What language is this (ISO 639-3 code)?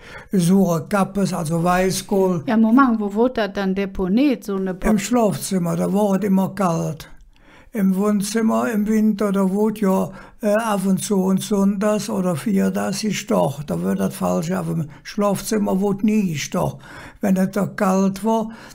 ksh